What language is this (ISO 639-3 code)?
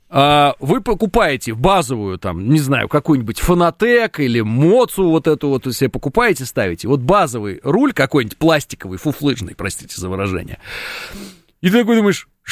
rus